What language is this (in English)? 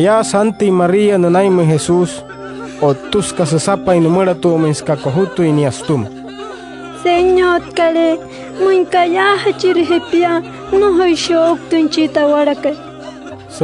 Wayuu